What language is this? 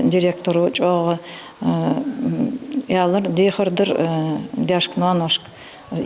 Ingush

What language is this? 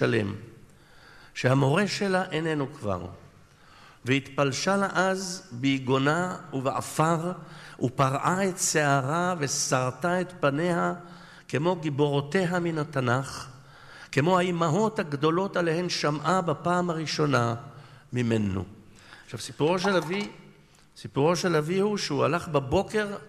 Hebrew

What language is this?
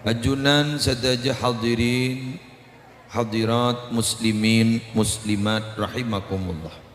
Madurese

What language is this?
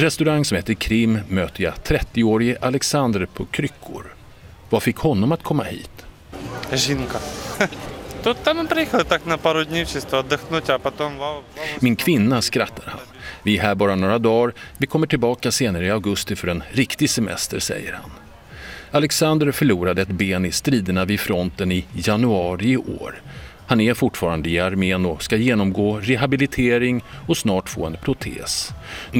Swedish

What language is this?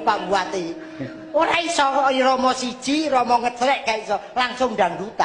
Javanese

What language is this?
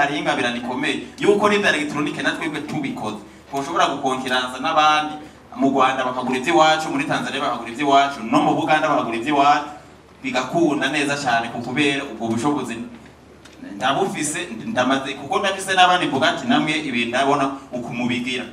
Rundi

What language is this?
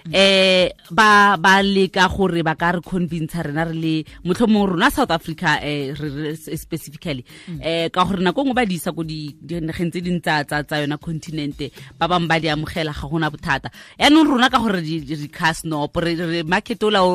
Tswana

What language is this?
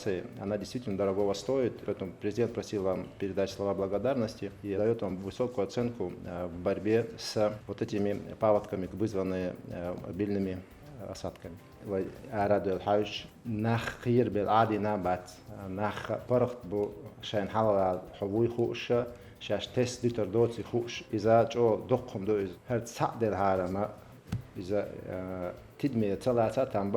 Chechen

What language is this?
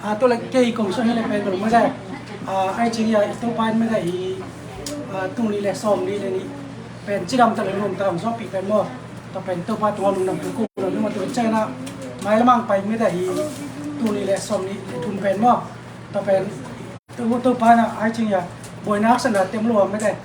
Tedim Chin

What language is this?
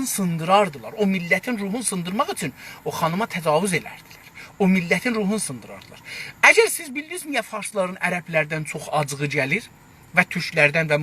South Azerbaijani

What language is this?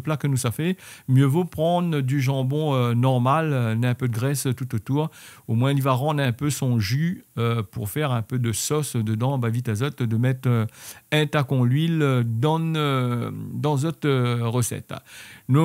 Réunion Creole French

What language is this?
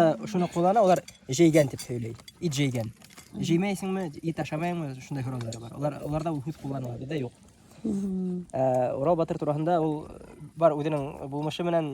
Bashkir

